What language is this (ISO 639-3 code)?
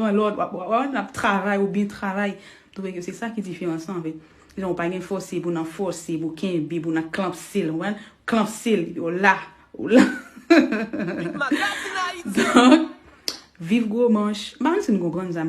hat